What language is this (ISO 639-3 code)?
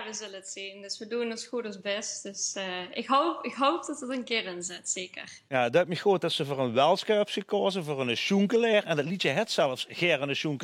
lim